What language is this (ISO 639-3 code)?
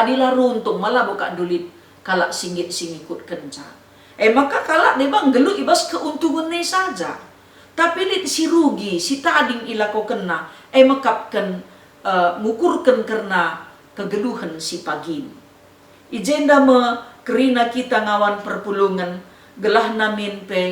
btx